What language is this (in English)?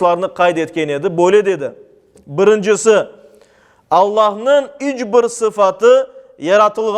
Crimean Tatar